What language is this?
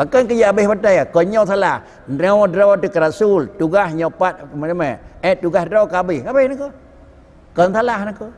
Achinese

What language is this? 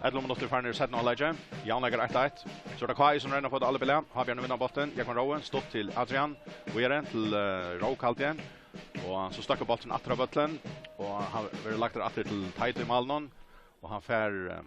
Faroese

